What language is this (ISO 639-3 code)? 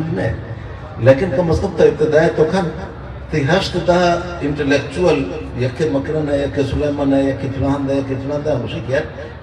bgp